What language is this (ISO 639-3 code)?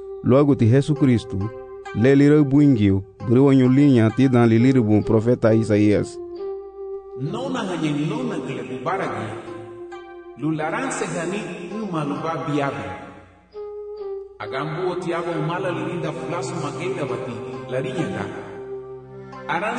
cab